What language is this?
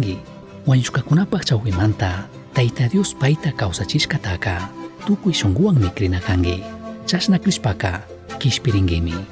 Chimborazo Highland Quichua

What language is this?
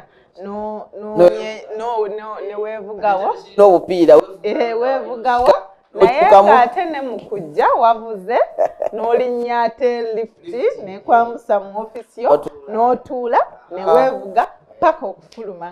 Ganda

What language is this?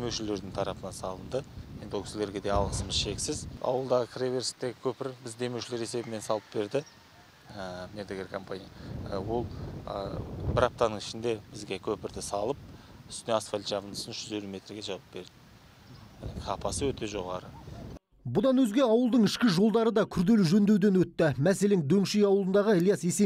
Kazakh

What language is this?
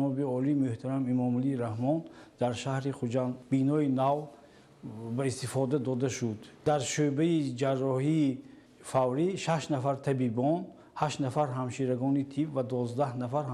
Tajik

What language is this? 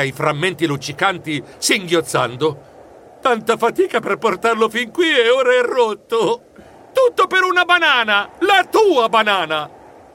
Italian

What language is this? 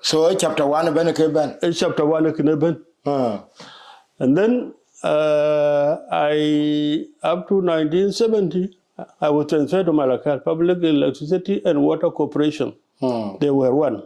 Dinka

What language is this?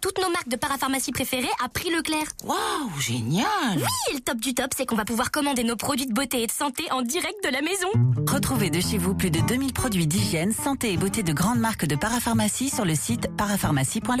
French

